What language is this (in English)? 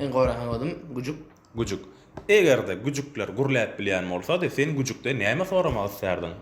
Turkmen